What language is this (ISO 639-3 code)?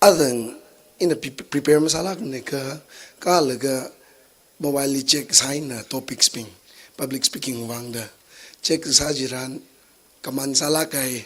nmf